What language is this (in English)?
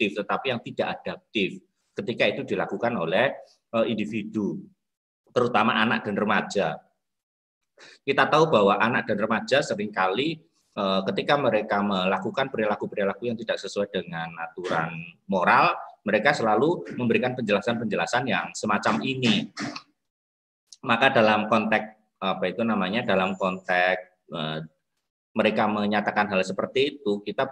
Indonesian